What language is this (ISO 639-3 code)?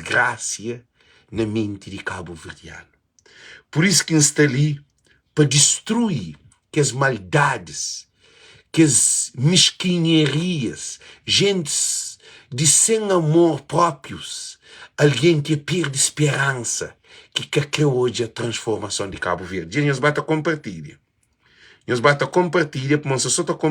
kea